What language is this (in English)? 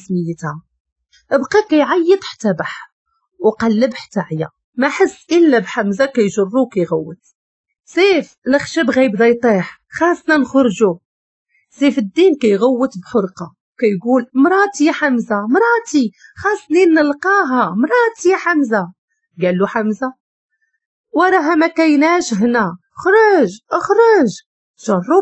Moroccan Arabic